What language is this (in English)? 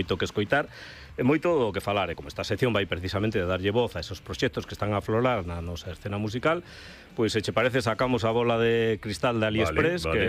Galician